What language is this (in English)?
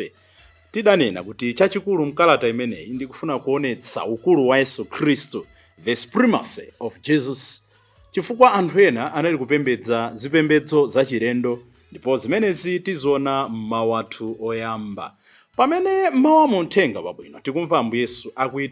Nyanja